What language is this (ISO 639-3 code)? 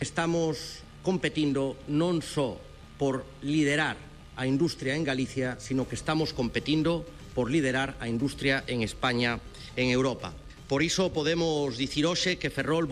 glg